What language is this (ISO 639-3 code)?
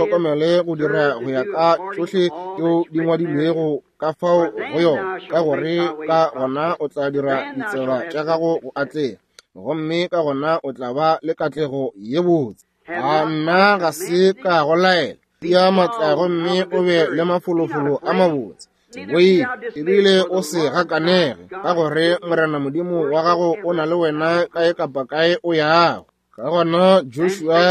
nso